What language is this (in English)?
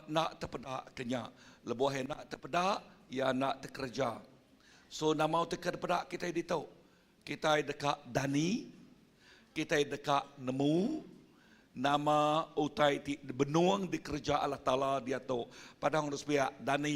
Iban